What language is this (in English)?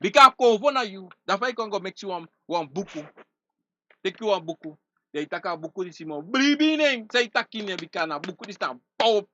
Sranan Tongo